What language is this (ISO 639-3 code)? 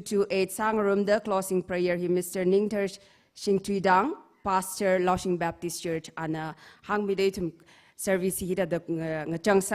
nmf